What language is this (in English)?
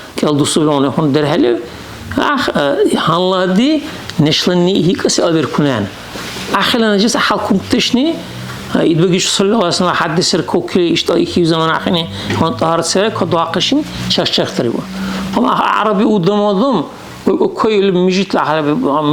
Dargwa